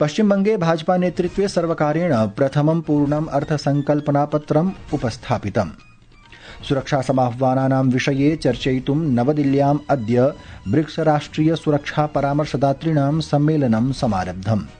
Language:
Sanskrit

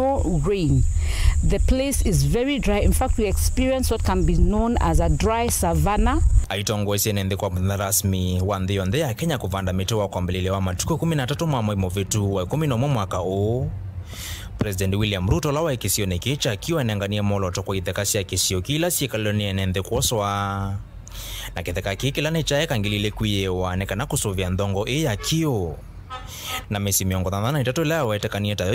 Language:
Kamba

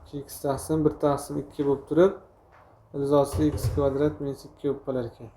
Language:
Uzbek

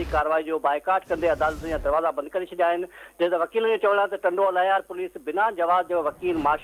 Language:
Sindhi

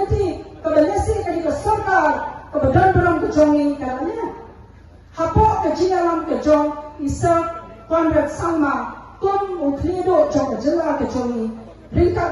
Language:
Khasi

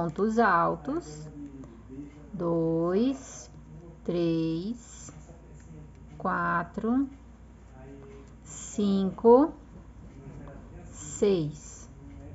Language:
Portuguese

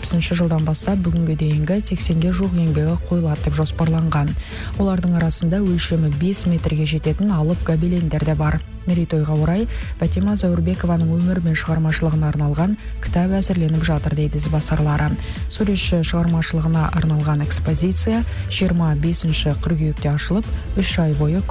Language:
Kazakh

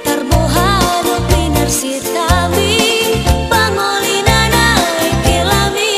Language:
Batak Toba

